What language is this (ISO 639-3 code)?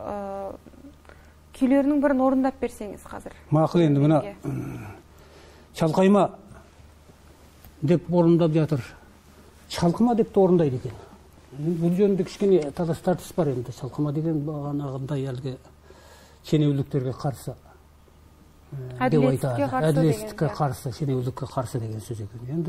kaz